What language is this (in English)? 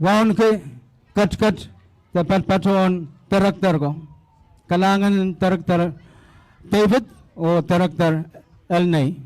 Pohnpeian